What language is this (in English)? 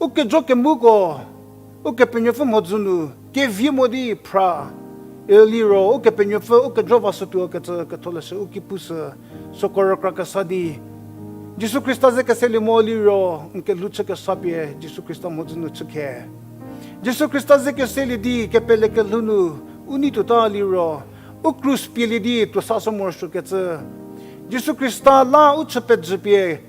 Angami Naga